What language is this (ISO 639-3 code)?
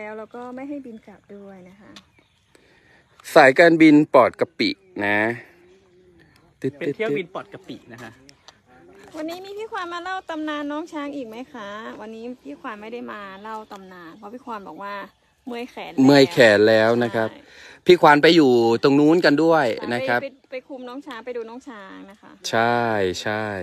tha